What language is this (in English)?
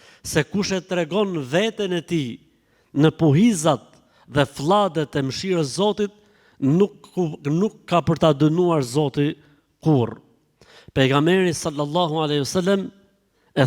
Albanian